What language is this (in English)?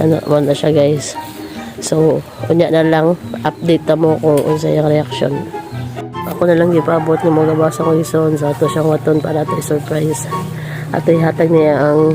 Cebuano